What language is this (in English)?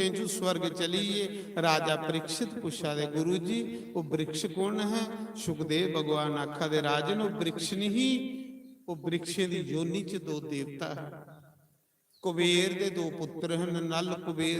Dogri